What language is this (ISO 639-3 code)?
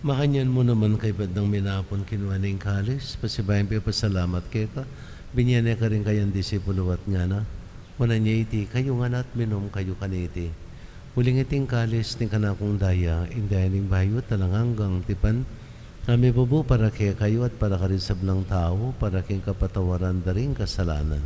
pam